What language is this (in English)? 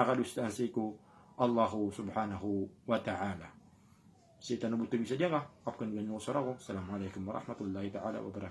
Maranao